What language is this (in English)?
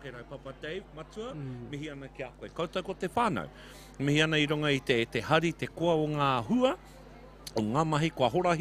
Māori